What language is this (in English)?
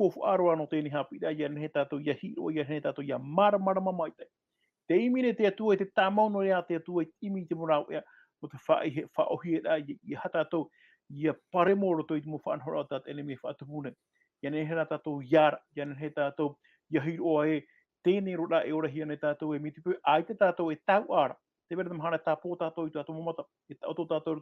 Tahitian